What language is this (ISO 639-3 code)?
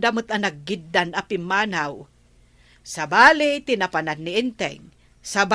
ilo